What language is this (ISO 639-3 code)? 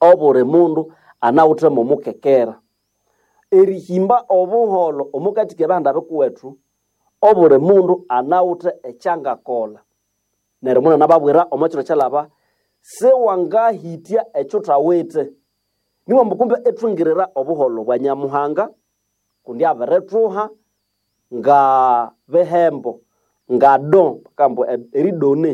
nnb